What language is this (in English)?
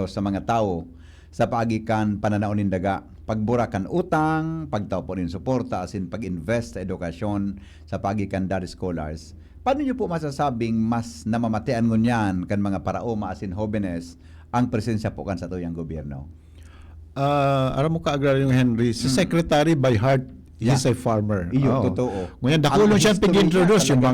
Bikol